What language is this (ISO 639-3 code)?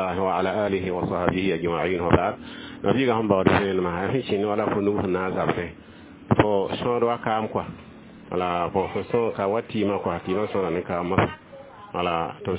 mos